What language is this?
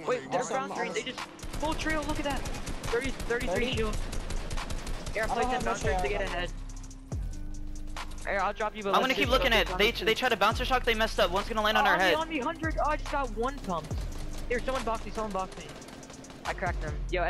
English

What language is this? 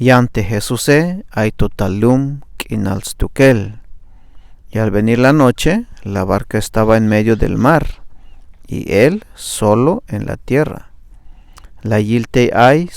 Tzeltal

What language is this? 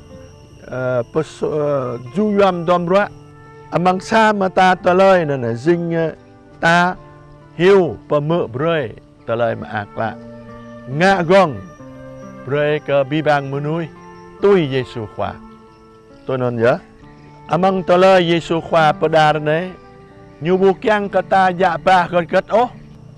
Jarai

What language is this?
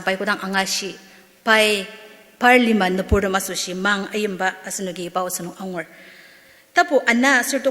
Ao Naga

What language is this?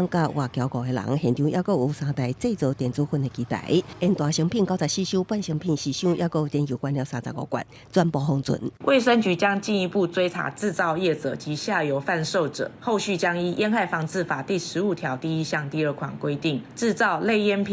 Min Nan Chinese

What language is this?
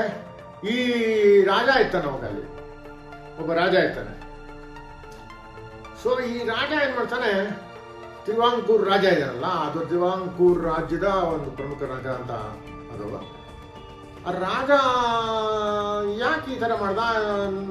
Kannada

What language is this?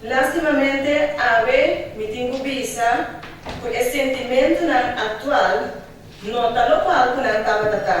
Papiamento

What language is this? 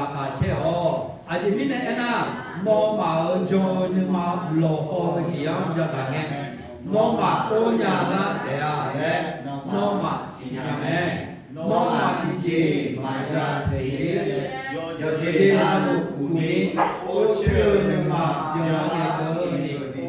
Akha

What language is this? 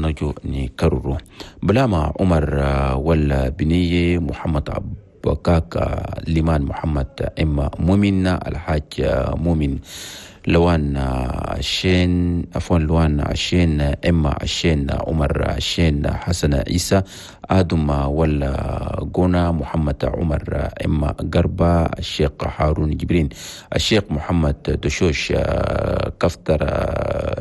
Chadian Arabic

